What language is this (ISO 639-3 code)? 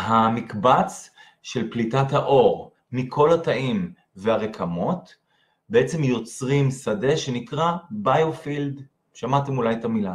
heb